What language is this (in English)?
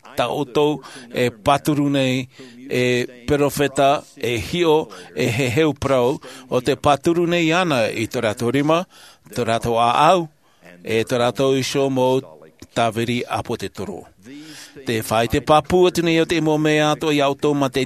Tahitian